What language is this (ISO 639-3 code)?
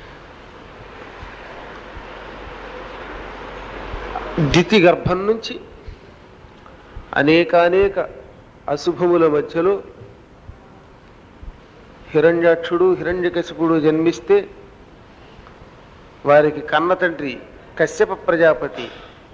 tel